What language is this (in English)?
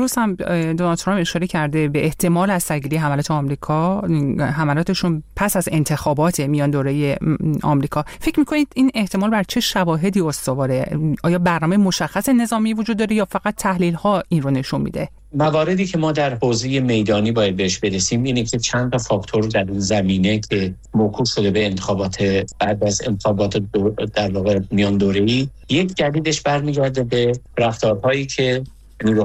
Persian